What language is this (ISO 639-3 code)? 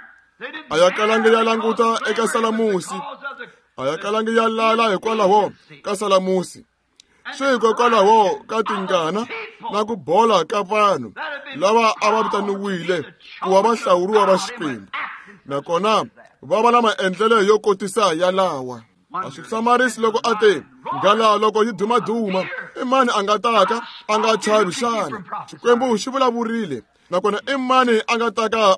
tso